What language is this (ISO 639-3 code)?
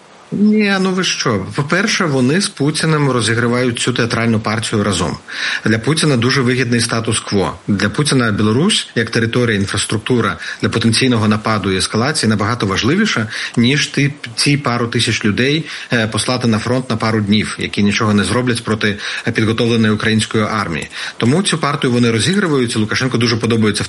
ukr